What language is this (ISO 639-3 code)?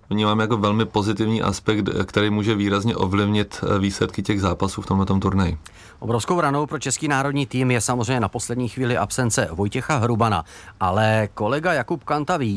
ces